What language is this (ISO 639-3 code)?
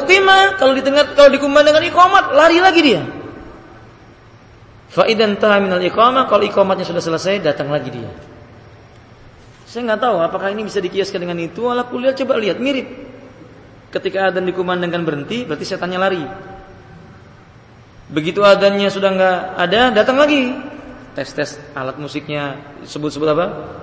ind